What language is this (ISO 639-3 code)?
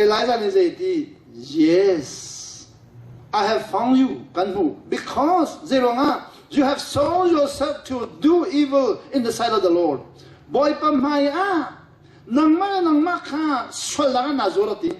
cnh